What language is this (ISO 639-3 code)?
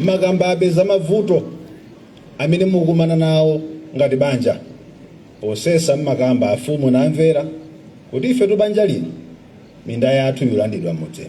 nya